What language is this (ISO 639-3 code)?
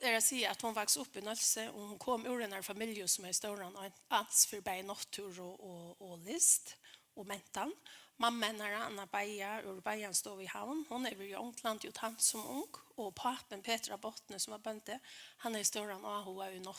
fao